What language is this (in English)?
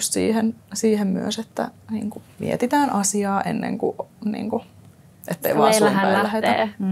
Finnish